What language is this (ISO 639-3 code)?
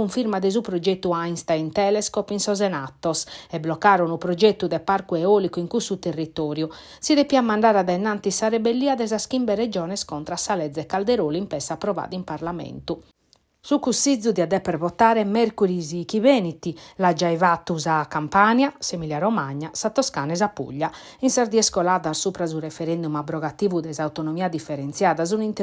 srd